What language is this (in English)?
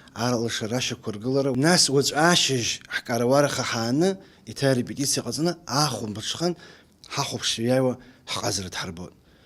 Abkhazian